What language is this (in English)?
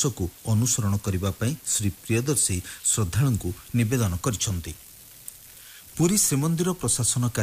Odia